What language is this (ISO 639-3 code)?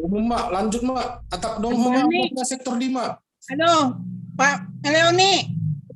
bts